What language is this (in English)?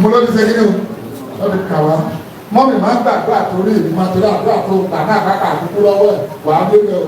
Yoruba